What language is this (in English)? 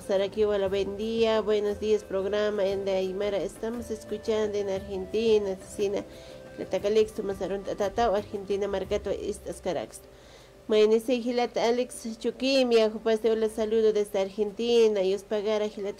Aymara